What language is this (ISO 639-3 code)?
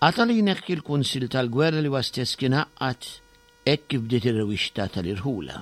mlt